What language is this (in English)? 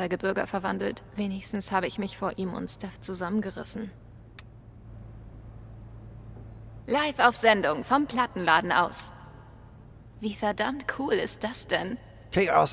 German